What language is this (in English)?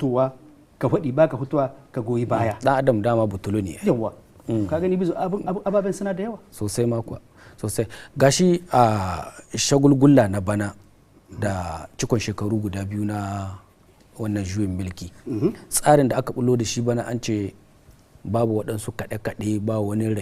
Hausa